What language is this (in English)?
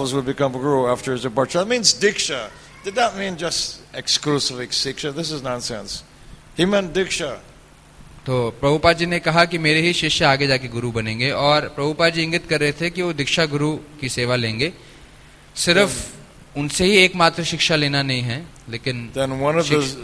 Hindi